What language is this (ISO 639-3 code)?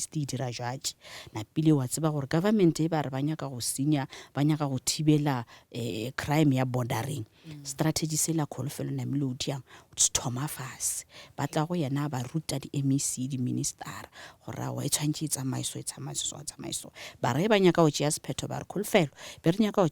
nso